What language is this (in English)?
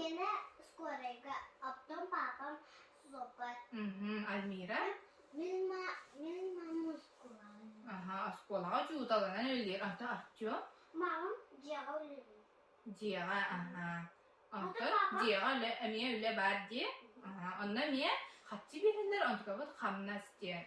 Yakut